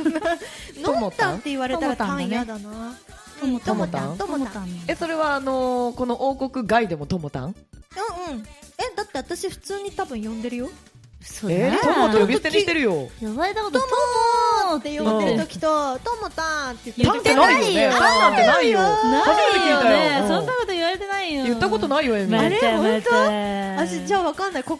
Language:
Japanese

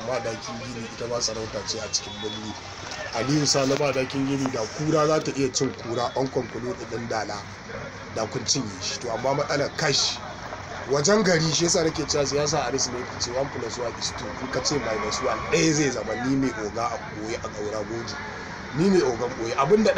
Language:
Hausa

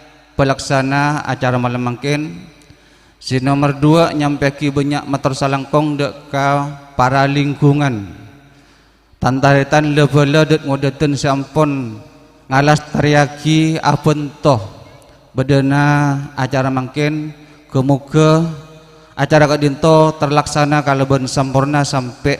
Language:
Madurese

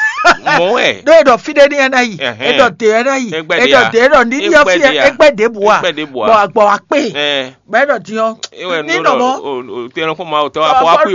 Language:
Fon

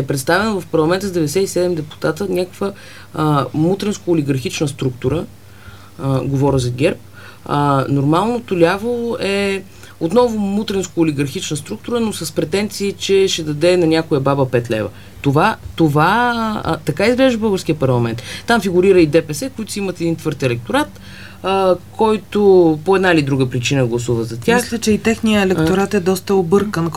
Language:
Bulgarian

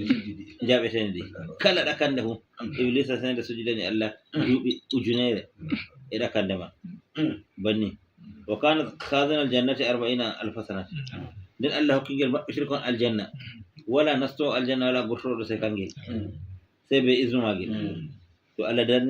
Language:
Fula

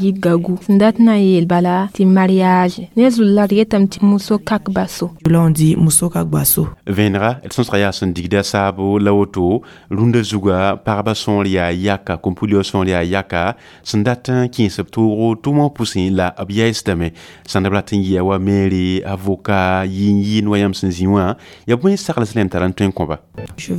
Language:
Mossi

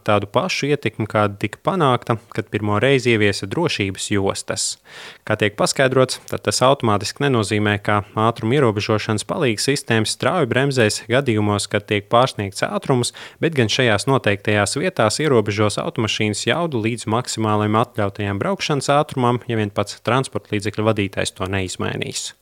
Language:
Latvian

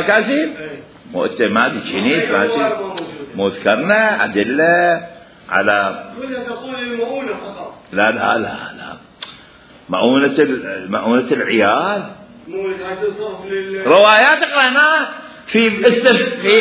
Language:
Mesopotamian Arabic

